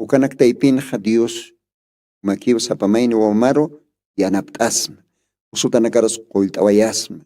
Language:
Aymara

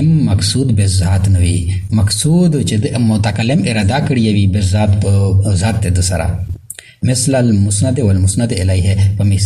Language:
Pashto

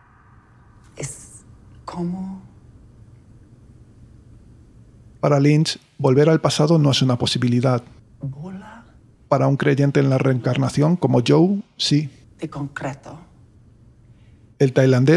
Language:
Spanish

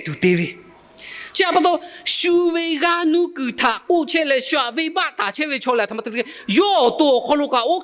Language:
Lahu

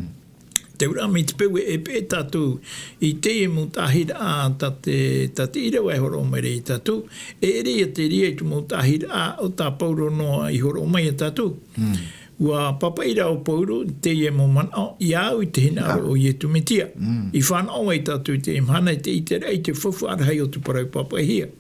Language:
Tahitian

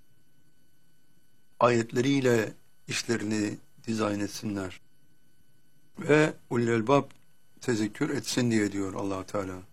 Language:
Turkish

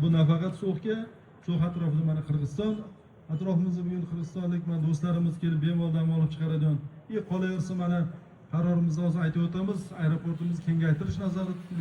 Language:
Uzbek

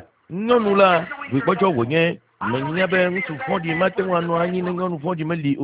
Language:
Ewe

